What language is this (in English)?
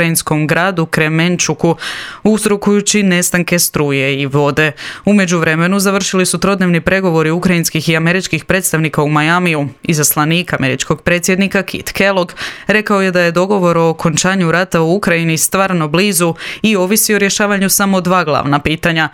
Croatian